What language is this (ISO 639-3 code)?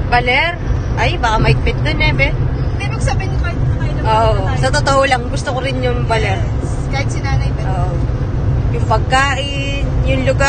fil